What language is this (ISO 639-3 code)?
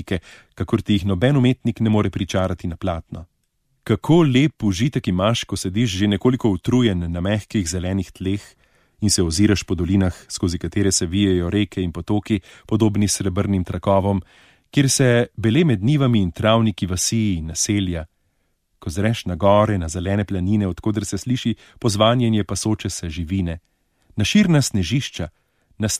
slv